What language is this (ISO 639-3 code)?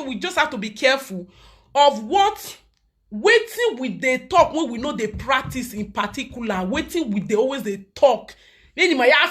pcm